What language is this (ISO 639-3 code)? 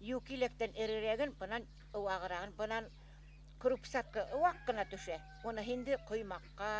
bak